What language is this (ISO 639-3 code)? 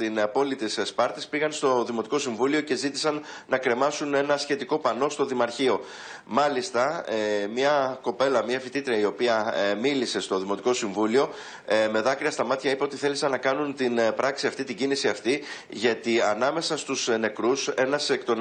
ell